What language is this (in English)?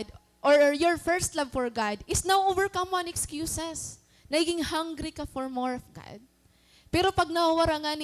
Waray